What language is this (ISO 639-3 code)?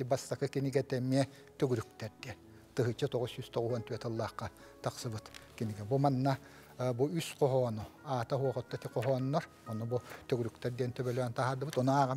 sah